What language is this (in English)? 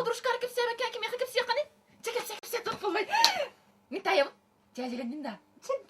Yakut